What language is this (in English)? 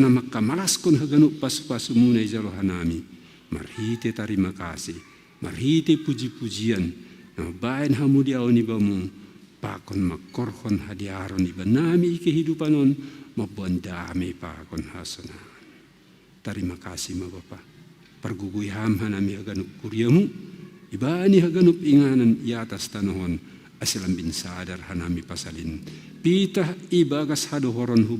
Batak Simalungun